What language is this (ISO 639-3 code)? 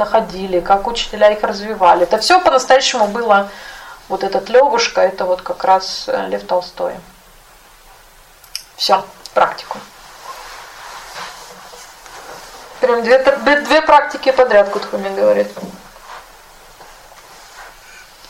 rus